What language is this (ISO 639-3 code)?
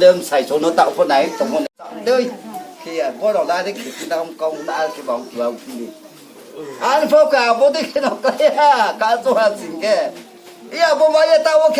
ria